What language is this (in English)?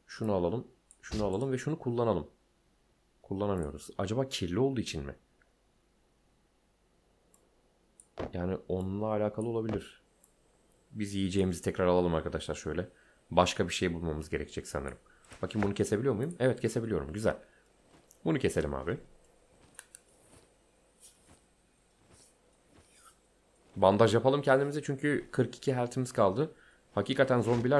Turkish